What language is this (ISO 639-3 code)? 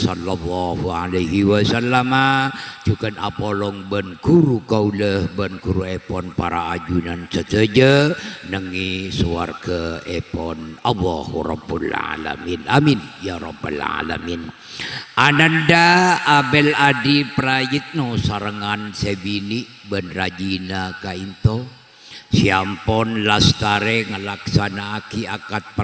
mad